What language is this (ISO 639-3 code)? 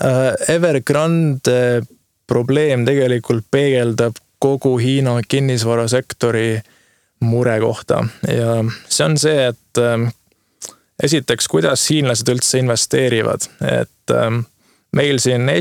est